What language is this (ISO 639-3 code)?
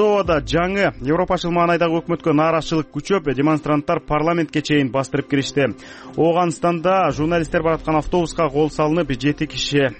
kir